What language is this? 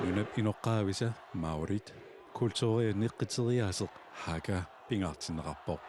Kalaallisut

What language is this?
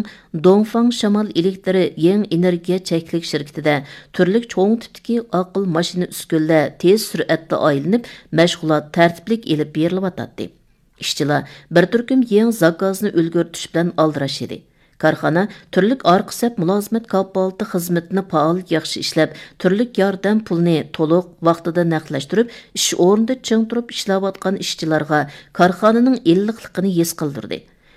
Uyghur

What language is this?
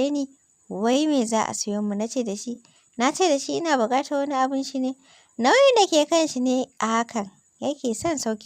Hausa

